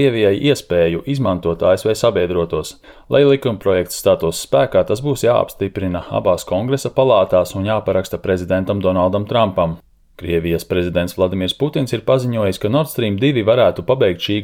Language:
Latvian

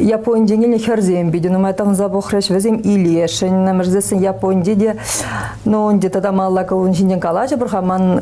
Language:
Chuvash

